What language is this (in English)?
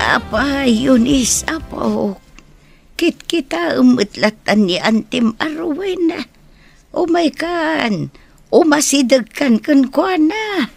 Iloko